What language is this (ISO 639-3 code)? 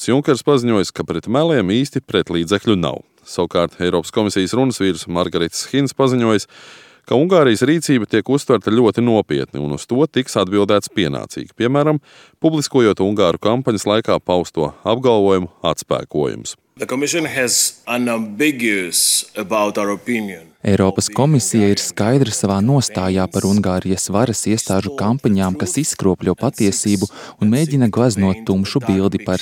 lav